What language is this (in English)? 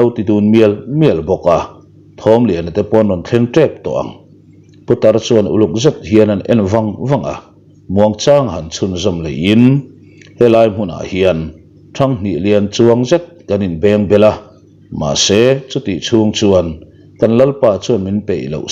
Mizo